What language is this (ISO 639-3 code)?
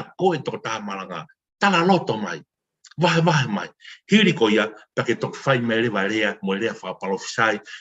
ton